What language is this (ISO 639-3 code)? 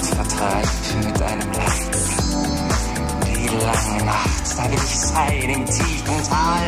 deu